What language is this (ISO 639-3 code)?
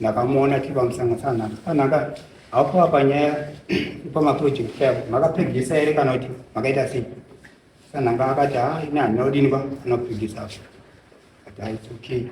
sna